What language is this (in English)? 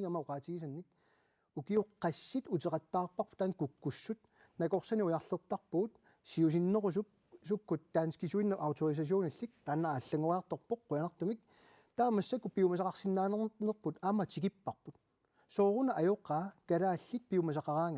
Kalaallisut